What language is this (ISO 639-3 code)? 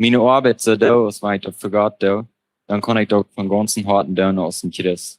pdt